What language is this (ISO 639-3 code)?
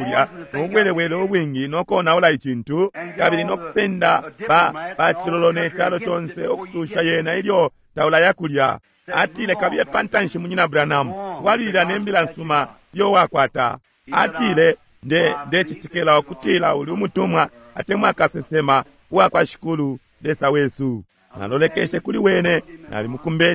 bem